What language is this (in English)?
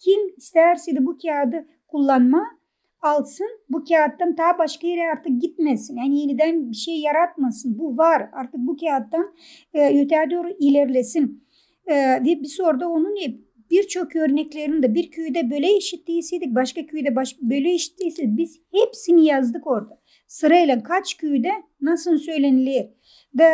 Gagauz